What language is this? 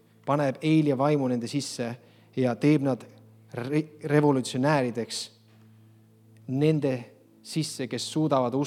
Estonian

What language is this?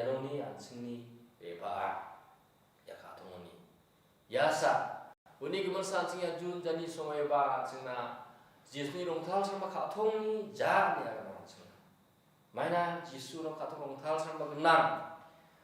Garo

